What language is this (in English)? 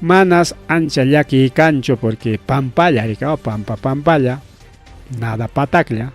Ayacucho Quechua